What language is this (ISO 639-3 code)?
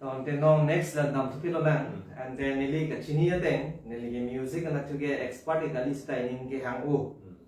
mjw